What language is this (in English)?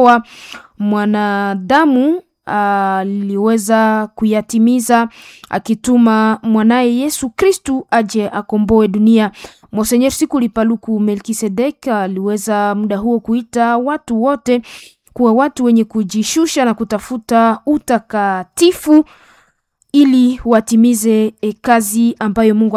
Swahili